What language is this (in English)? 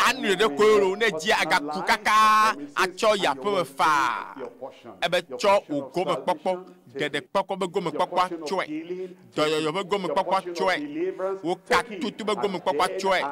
Ewe